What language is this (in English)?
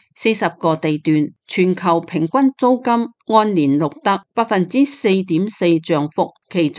Cantonese